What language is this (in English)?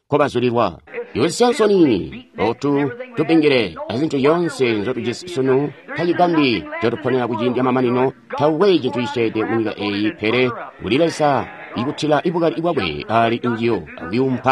Tonga (Zambia)